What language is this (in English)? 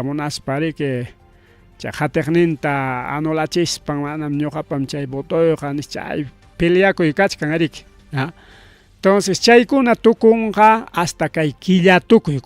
Ayacucho Quechua